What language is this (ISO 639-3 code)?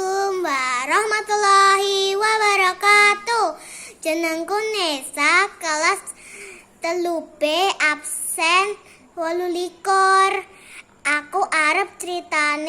jav